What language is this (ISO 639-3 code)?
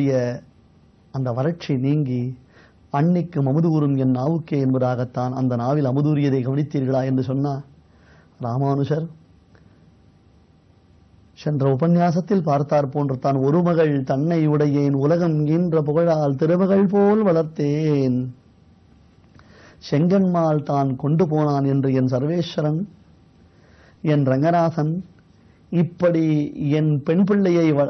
tam